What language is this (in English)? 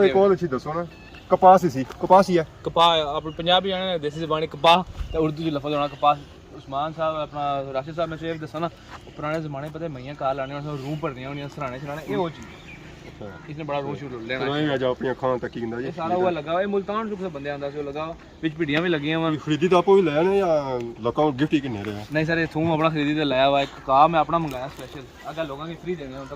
Pahari-Potwari